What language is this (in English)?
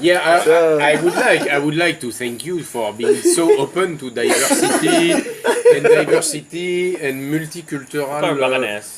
Hiligaynon